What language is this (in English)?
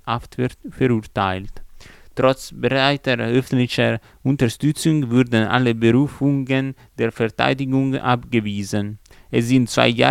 German